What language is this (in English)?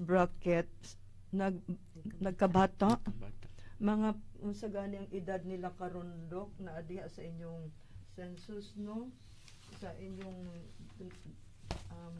Cebuano